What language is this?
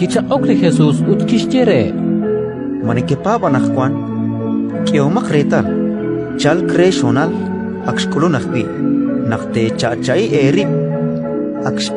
Kekchí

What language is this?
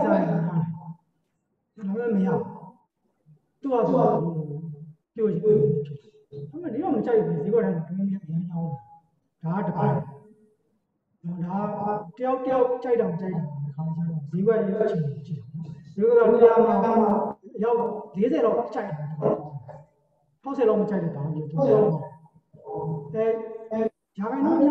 Burmese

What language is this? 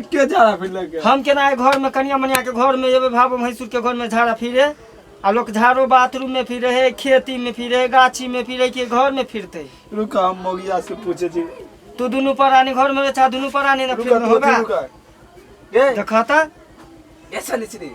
Maithili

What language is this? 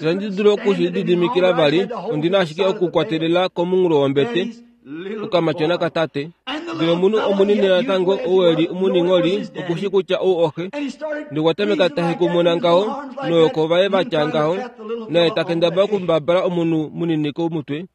Kuanyama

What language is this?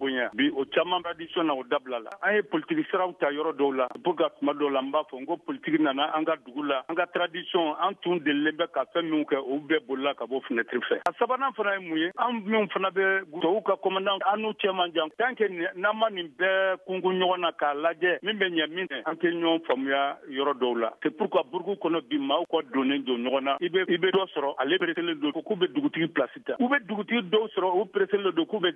Bambara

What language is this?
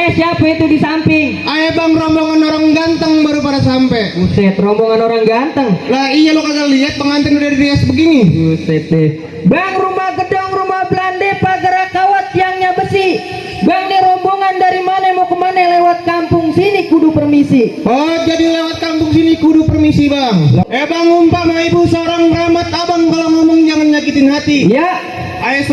Betawi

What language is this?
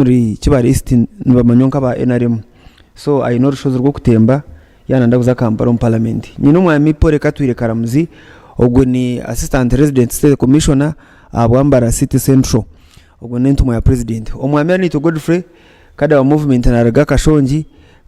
Nyankole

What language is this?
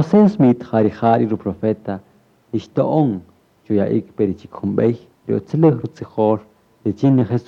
Kaqchikel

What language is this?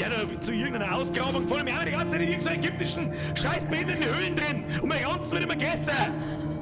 Bavarian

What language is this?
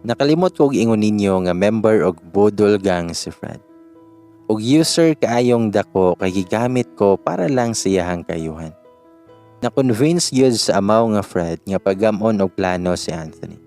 Cebuano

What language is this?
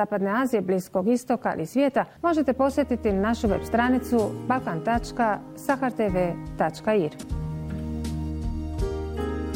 Bosnian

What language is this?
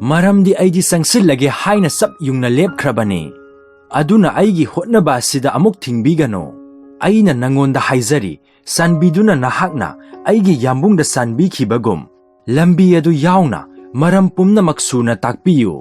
Manipuri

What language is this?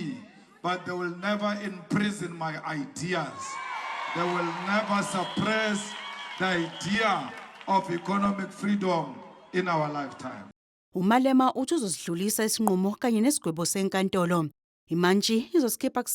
Zulu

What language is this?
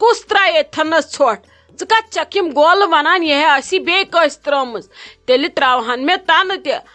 Kashmiri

